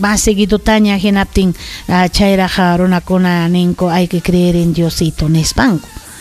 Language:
Ayacucho Quechua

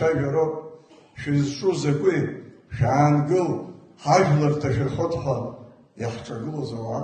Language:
Abkhazian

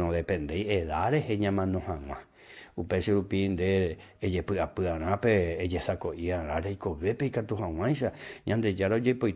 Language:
Guarani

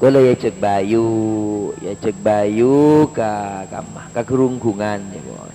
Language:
Madurese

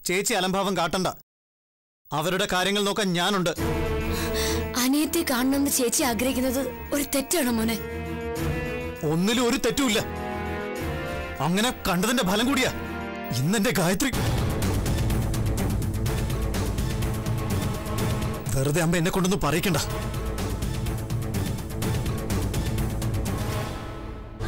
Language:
Malayalam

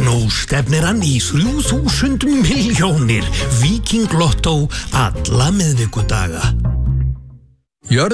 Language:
Icelandic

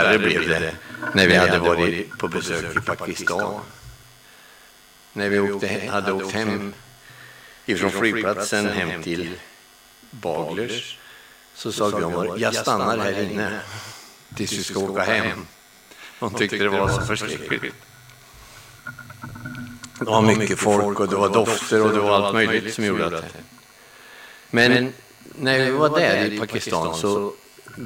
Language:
Swedish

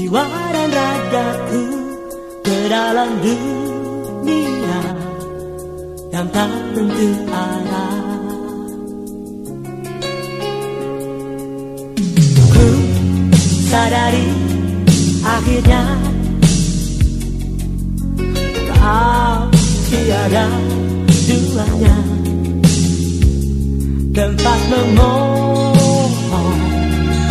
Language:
Indonesian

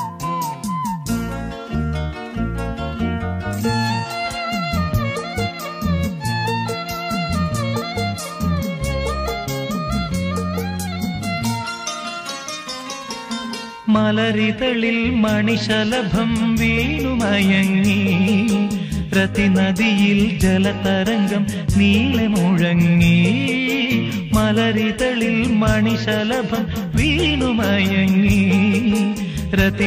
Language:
Malayalam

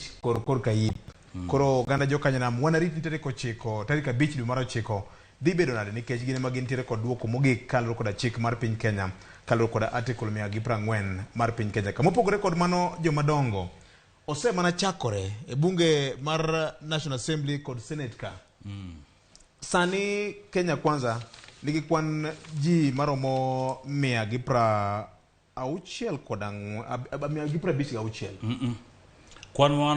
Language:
Luo (Kenya and Tanzania)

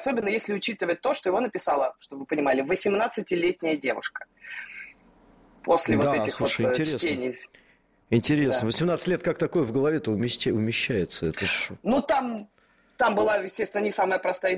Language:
Russian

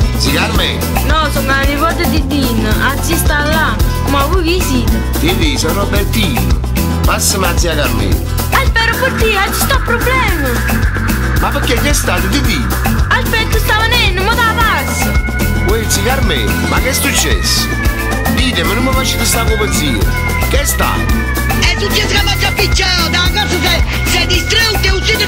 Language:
Neapolitan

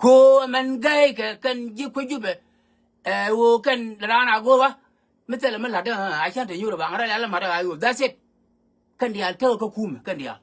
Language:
Nuer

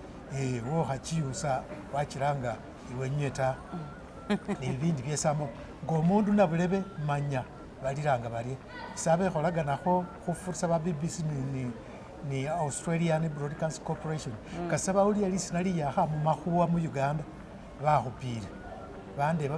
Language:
Masaaba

